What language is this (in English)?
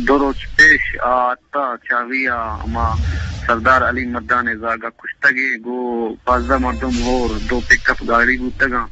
Eastern Balochi